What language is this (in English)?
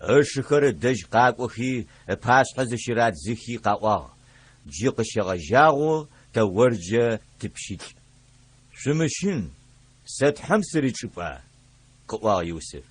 Adyghe